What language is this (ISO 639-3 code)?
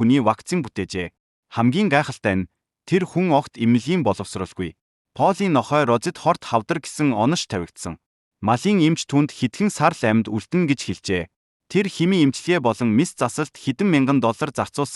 mon